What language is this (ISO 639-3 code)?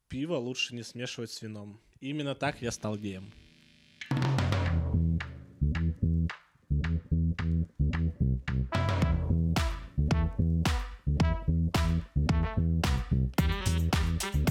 rus